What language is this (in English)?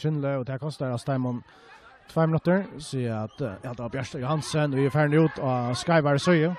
Faroese